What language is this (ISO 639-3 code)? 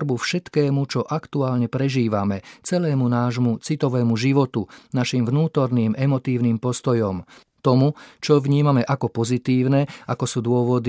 slk